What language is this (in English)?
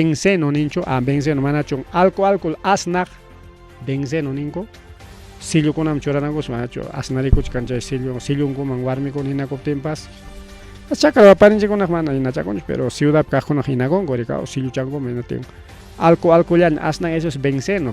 Ayacucho Quechua